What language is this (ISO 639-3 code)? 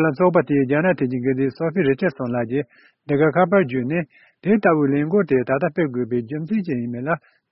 bod